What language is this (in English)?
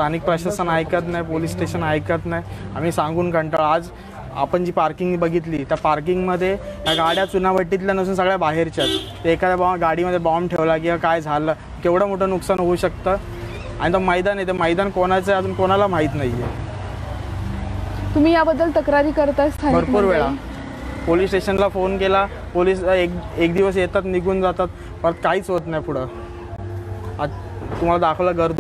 Marathi